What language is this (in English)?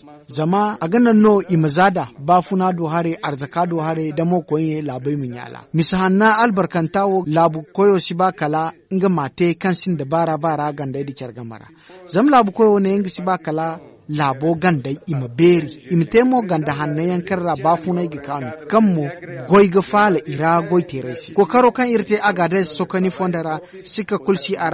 Zarma